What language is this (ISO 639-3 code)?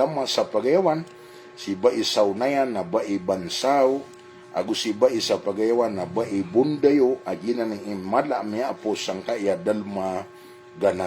mrw